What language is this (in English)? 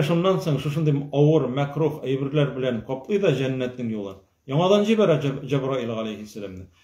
Tatar